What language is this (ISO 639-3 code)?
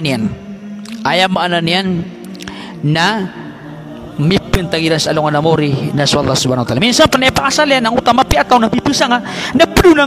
mrw